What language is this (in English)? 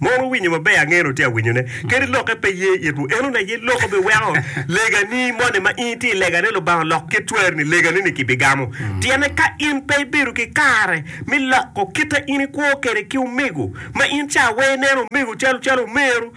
Acoli